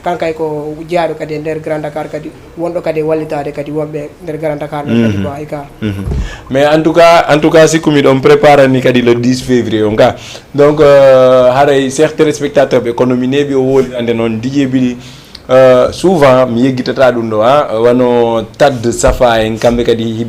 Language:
Fula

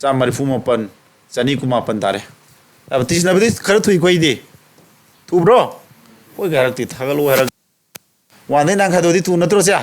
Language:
Manipuri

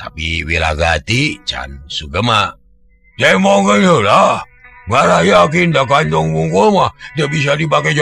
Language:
Sundanese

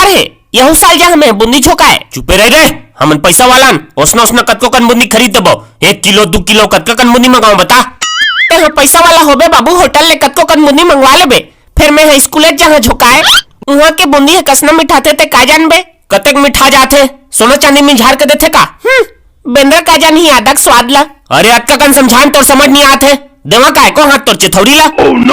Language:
Chhattisgarhi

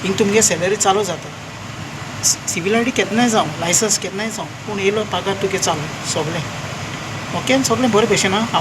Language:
Konkani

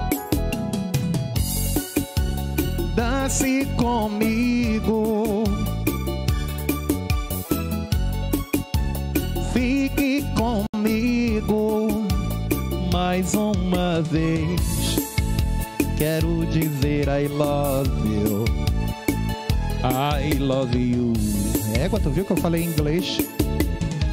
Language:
Portuguese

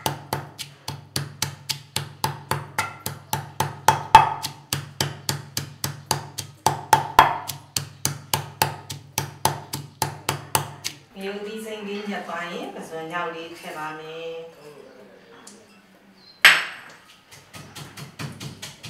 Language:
Burmese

